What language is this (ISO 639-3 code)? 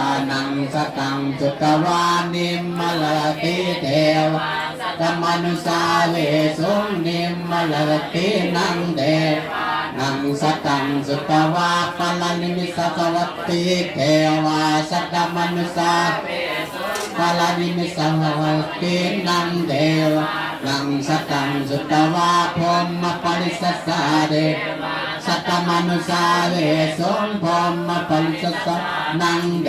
pli